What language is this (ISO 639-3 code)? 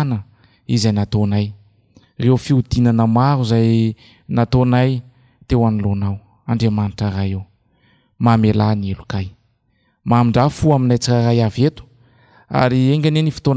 mlg